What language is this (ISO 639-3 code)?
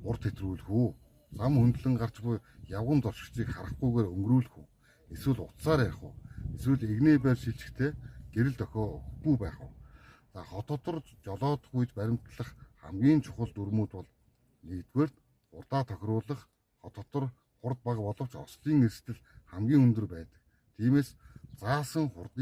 mon